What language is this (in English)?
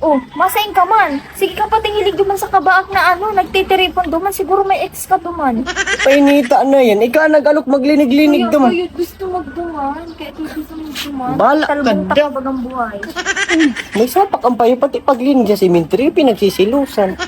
Bikol